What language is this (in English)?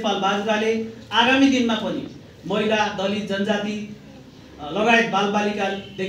Nepali